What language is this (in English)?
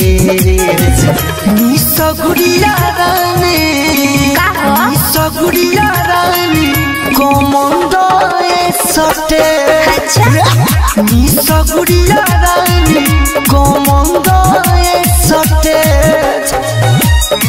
Bhojpuri